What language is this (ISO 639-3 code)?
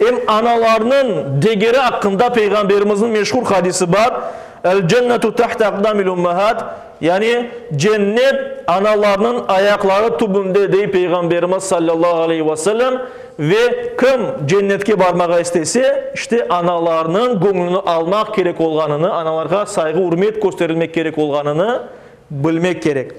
crh